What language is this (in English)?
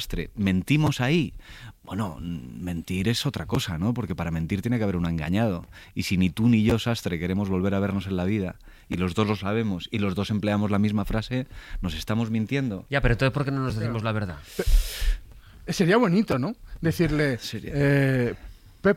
Spanish